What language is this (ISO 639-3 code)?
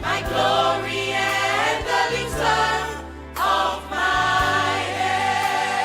ewe